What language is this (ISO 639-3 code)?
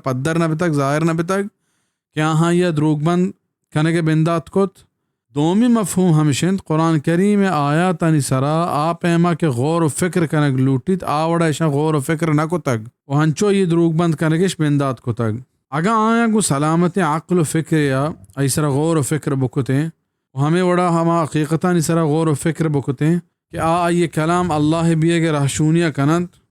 bal